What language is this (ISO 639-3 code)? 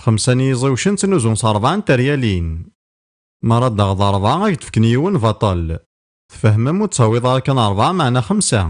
kab